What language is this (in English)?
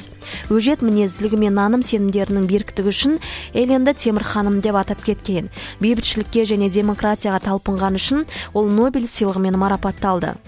Kazakh